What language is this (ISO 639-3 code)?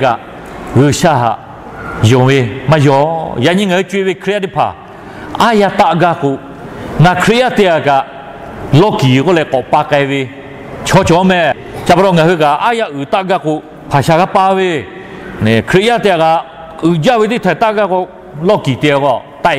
lhu